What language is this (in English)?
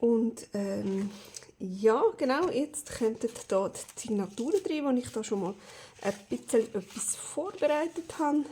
Swiss German